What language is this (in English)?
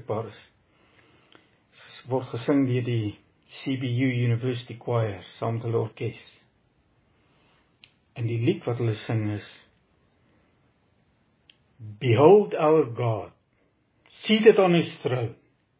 Afrikaans